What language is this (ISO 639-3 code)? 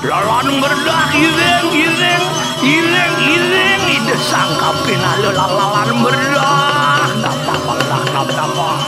ban